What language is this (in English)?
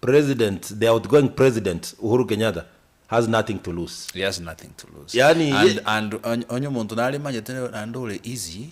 Gusii